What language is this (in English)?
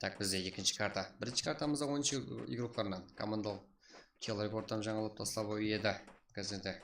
Kara-Kalpak